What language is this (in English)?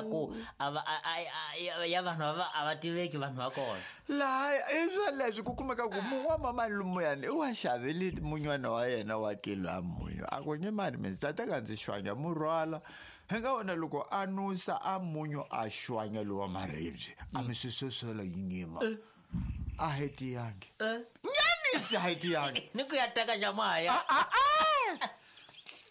Tsonga